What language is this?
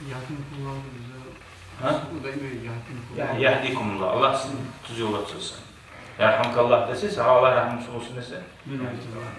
Kumyk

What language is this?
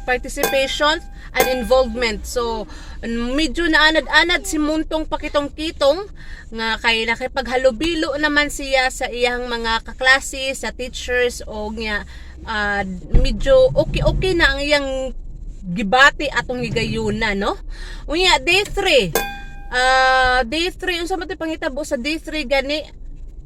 Cebuano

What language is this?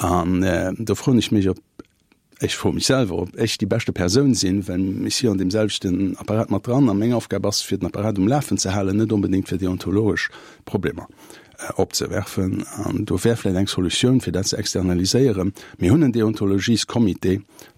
Luxembourgish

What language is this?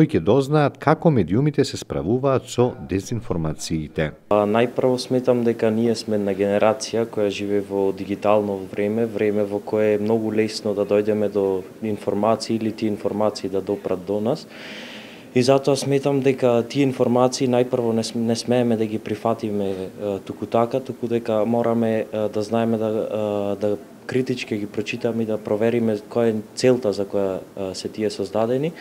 Macedonian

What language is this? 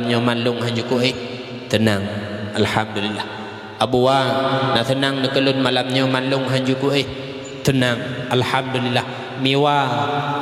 Achinese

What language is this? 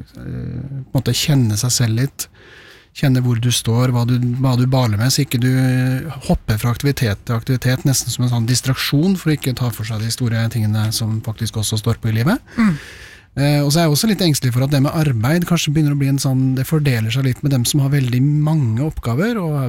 Norwegian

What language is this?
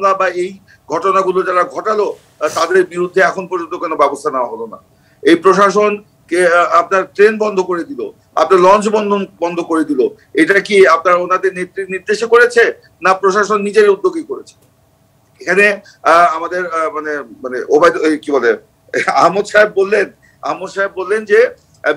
Bangla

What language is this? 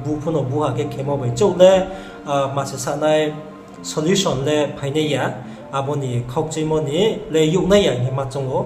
Riang (India)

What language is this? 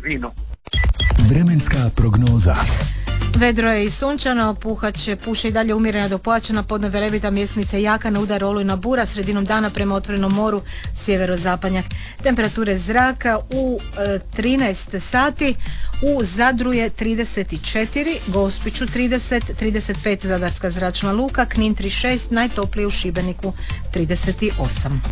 Croatian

